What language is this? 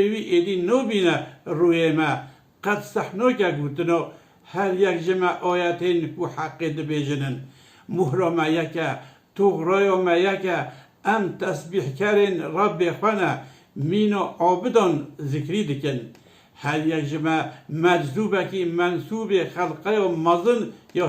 Kurdish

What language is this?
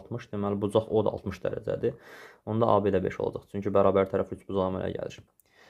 Azerbaijani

